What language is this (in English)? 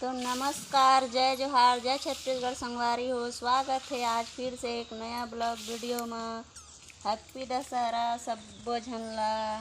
Chhattisgarhi